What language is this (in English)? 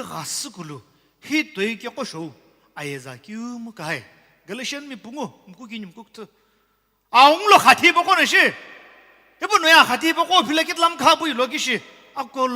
Sumi Naga